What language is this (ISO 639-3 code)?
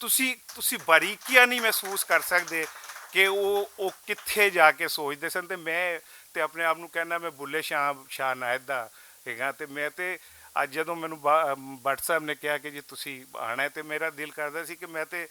lah